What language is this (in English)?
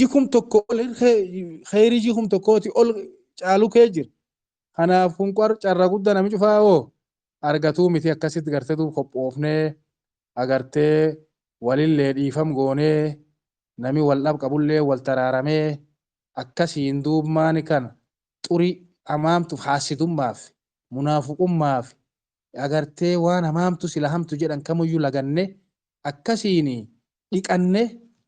Oromo